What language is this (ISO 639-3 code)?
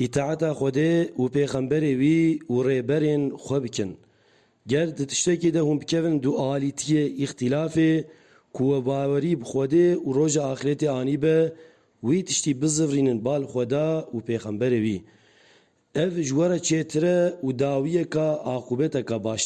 kur